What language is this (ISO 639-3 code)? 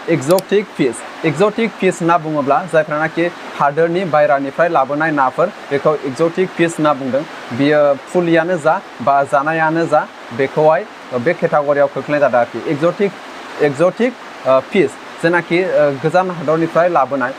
brx